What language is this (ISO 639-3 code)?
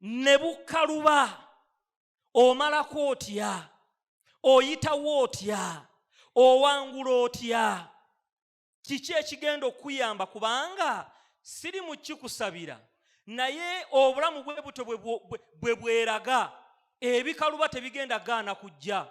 lug